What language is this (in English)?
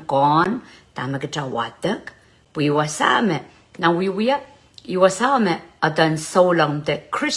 Pohnpeian